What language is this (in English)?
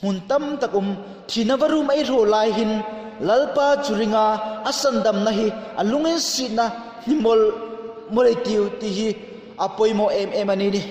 Hmar